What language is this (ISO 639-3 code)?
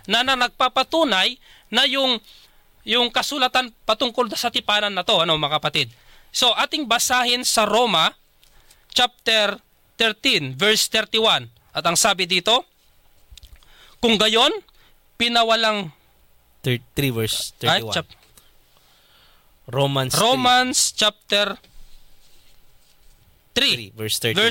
fil